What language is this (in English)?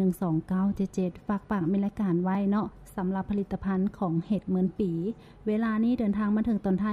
Lao